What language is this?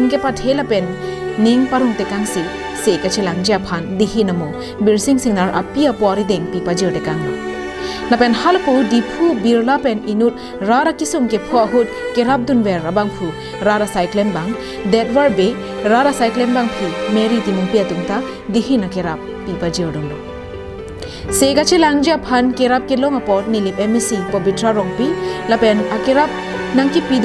Karbi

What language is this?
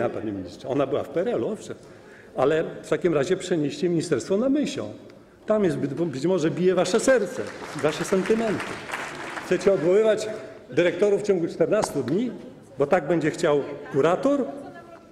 Polish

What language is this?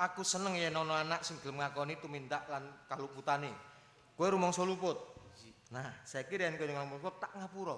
Javanese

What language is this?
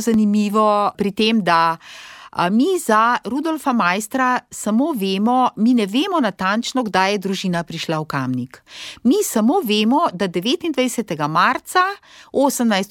Slovenian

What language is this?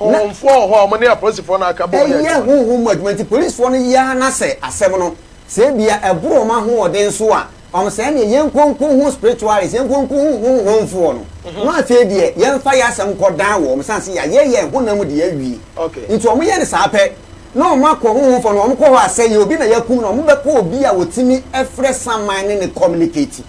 Akan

